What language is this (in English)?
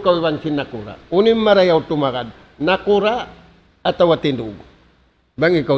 Tausug